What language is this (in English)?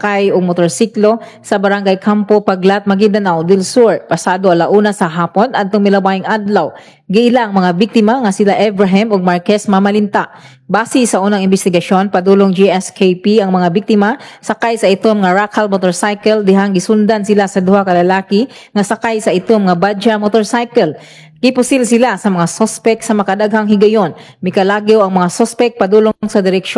Cebuano